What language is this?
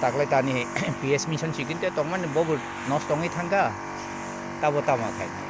Kok Borok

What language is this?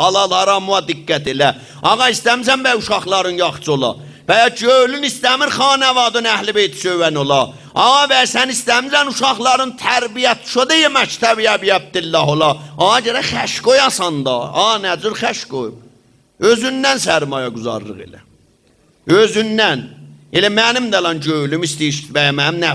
South Azerbaijani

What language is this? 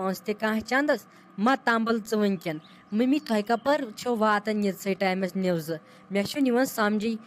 Kashmiri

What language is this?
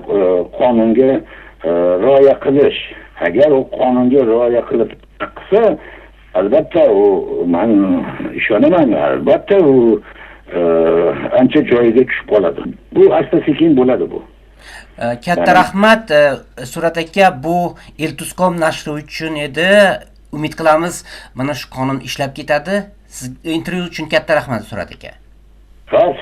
Uzbek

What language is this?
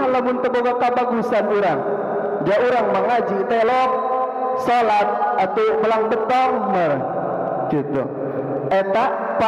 Sundanese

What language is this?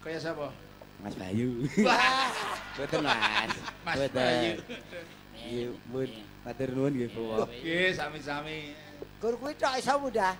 Javanese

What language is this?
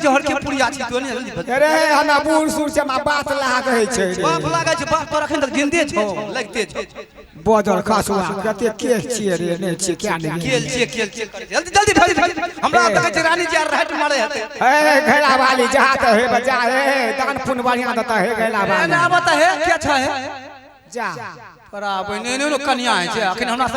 Maithili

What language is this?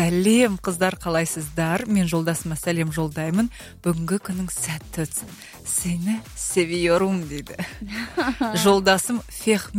Kazakh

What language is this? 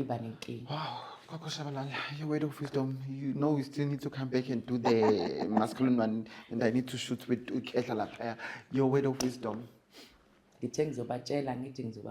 Zulu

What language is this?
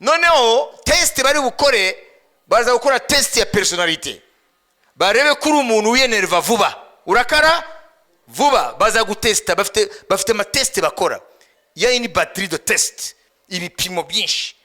Kinyarwanda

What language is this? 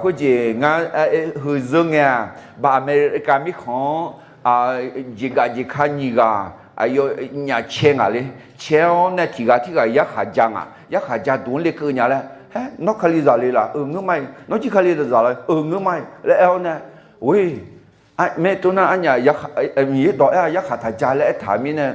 Akha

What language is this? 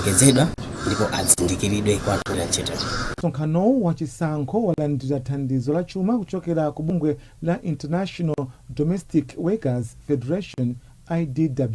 Nyanja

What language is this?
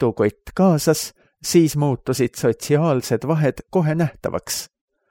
Estonian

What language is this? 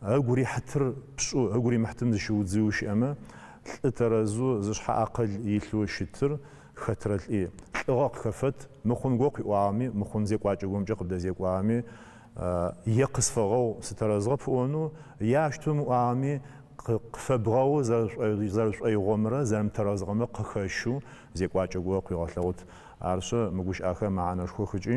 Adyghe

